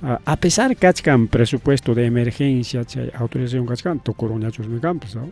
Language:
Ayacucho Quechua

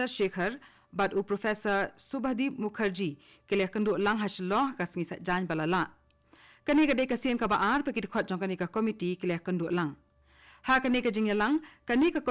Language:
Khasi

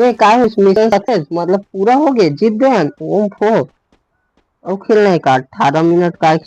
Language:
Chhattisgarhi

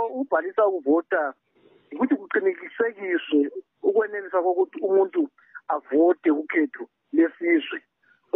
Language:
North Ndebele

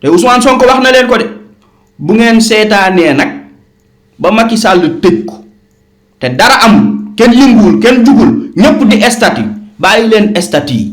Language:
Wolof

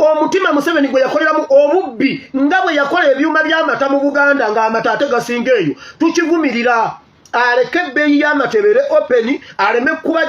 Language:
Ganda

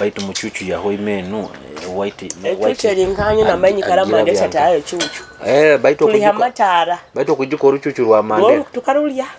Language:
Nyoro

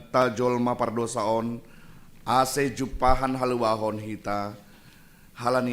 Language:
Batak Simalungun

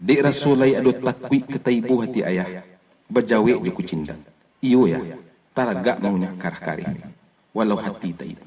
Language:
Minangkabau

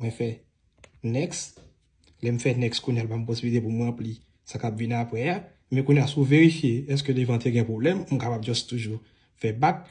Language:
Haitian Creole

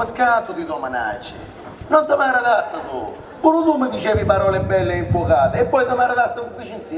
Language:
Sicilian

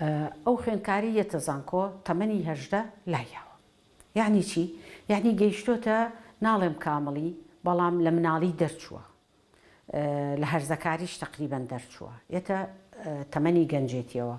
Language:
Central Kurdish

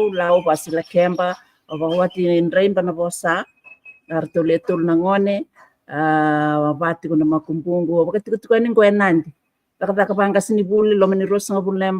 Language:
Fijian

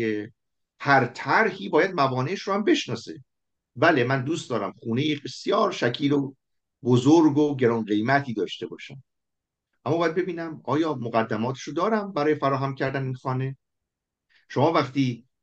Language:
Persian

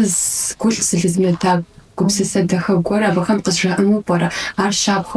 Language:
Kabardian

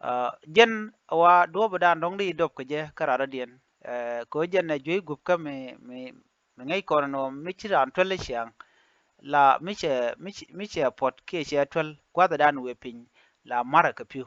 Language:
Nuer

